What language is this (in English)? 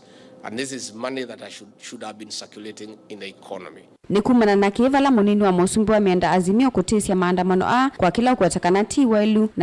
Kamba